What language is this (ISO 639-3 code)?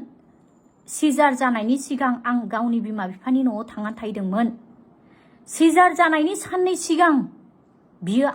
brx